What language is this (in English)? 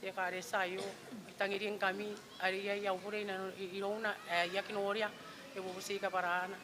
Gilbertese